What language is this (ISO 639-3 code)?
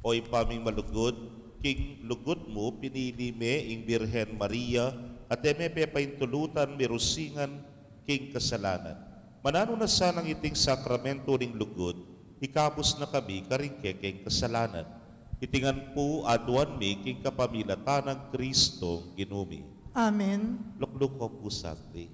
pam